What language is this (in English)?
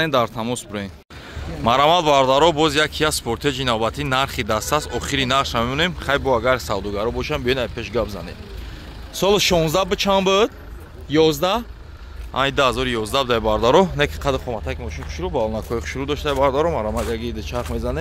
Tajik